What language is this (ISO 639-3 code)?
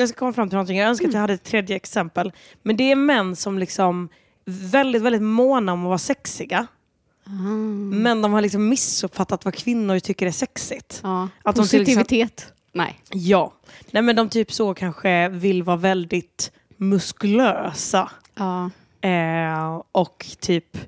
swe